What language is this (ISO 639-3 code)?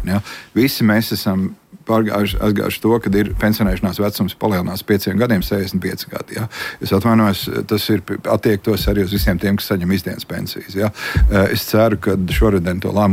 lav